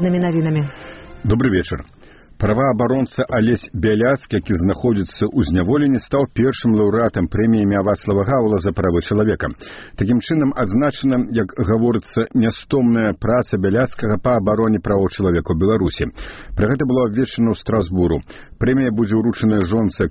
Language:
Belarusian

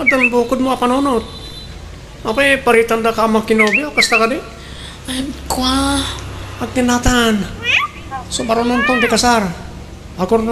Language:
Iloko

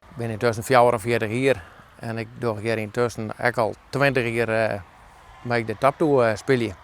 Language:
Western Frisian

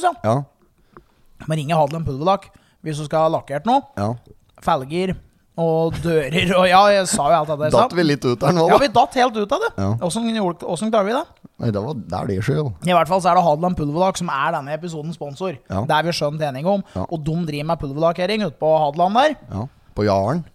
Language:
Norwegian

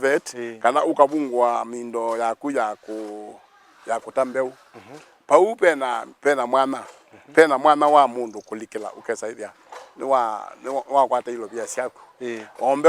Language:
Kamba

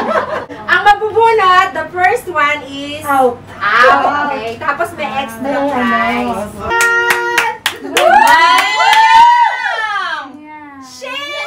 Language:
Filipino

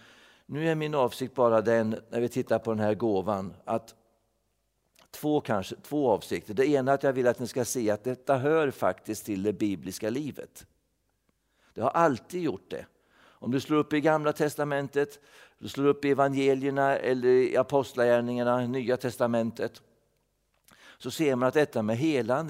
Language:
Swedish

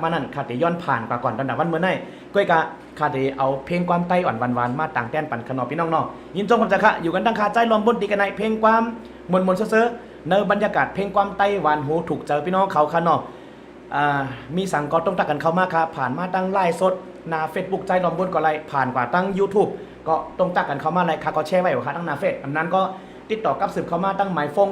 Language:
Shan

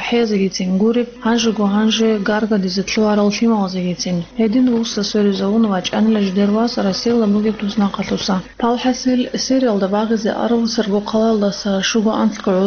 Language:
Avaric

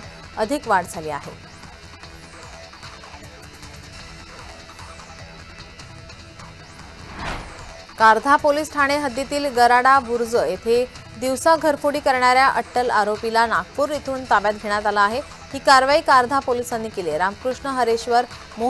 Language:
Marathi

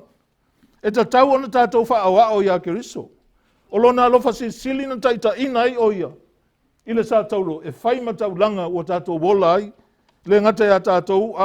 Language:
Samoan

